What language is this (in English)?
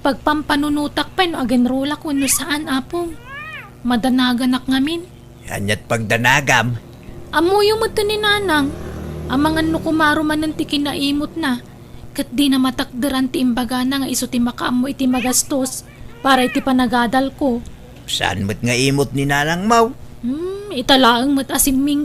Iloko